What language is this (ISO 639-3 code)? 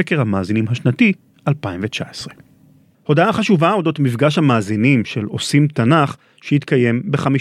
heb